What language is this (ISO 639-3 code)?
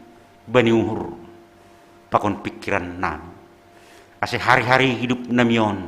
bts